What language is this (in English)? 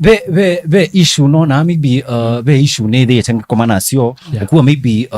Kamba